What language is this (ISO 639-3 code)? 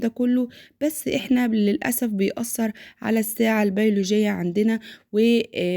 arz